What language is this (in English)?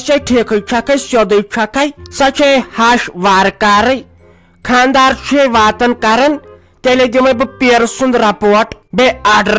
Kashmiri